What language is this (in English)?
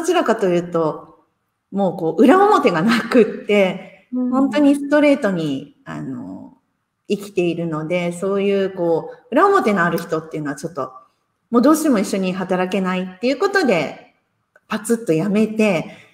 Japanese